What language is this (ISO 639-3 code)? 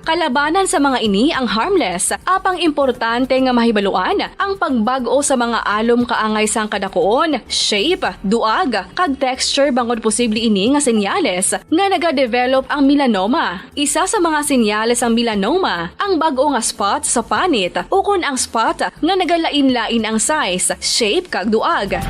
hil